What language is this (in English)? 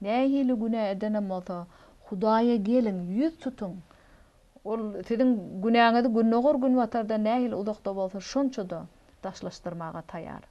Turkmen